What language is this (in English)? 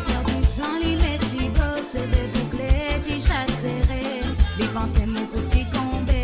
Morisyen